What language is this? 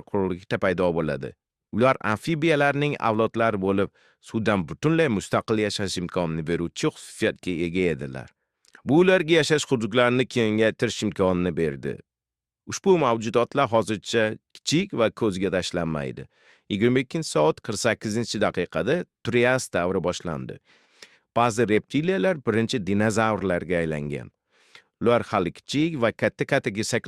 Uzbek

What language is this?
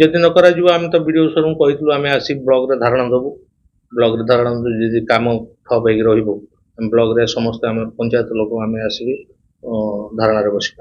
Odia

